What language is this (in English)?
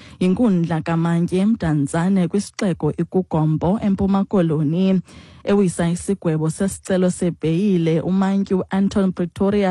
Xhosa